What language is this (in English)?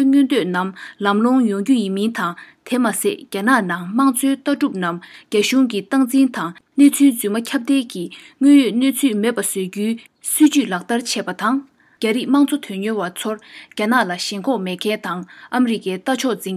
Tibetan